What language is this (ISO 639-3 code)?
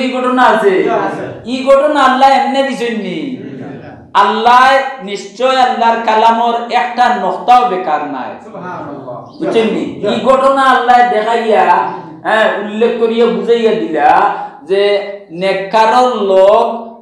syl